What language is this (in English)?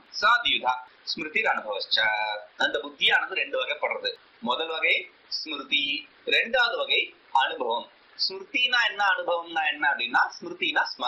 Tamil